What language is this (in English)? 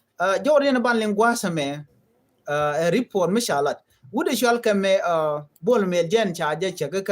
Nuer